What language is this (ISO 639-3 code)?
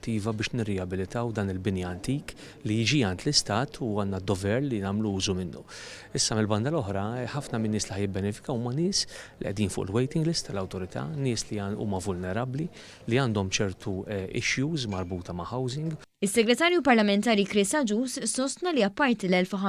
mlt